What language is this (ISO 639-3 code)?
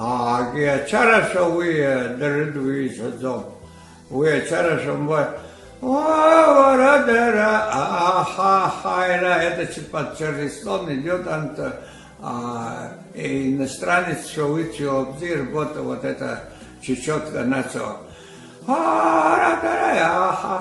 abk